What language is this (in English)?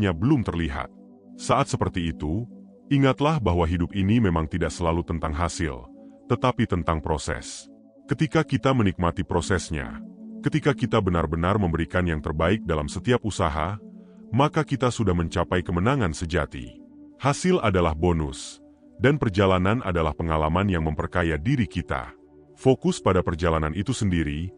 Indonesian